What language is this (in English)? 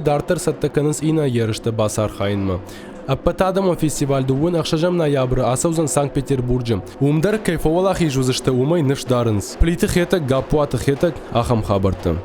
Ossetic